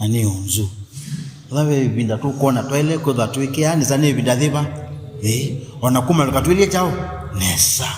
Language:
Kamba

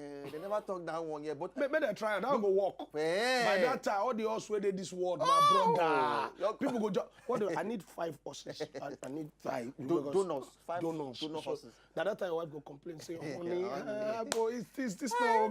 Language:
Nigerian Pidgin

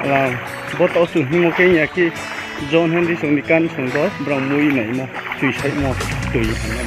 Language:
Riang (India)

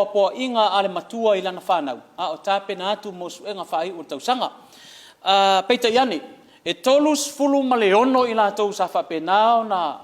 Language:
Samoan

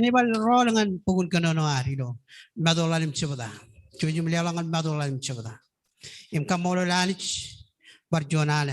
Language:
Marshallese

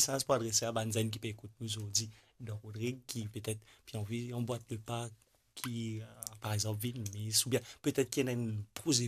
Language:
Morisyen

